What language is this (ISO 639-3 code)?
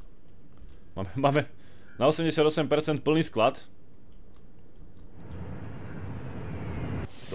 slk